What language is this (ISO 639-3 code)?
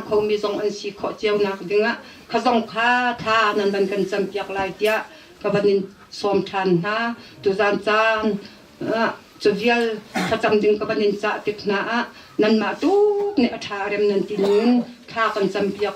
cnh